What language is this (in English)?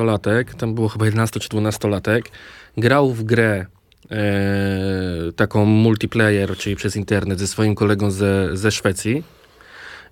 Polish